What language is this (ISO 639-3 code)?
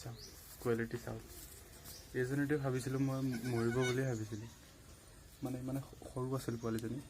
asm